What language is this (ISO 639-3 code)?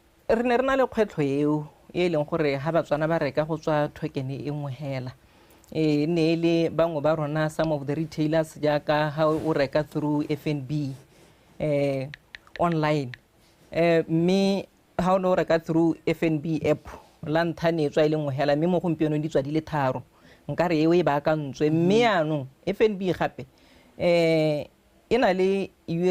tsn